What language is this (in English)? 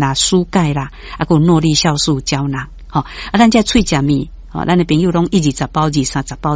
Min Nan Chinese